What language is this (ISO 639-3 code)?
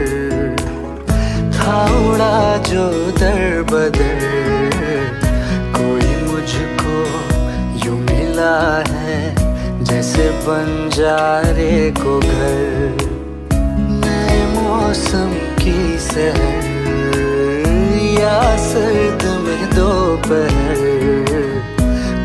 hin